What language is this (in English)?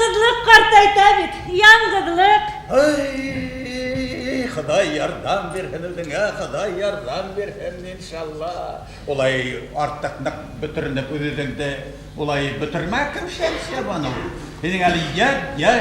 Bashkir